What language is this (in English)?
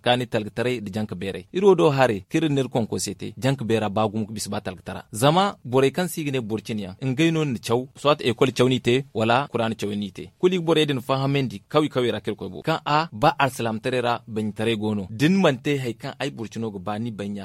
Zarma